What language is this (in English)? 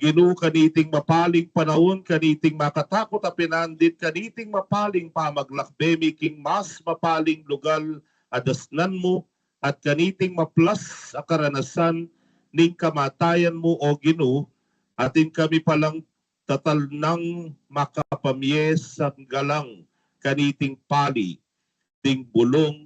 Pampanga